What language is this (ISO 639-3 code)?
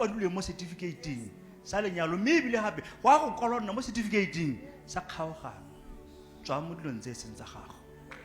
tsn